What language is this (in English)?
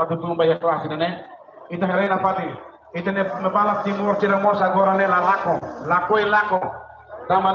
Tetum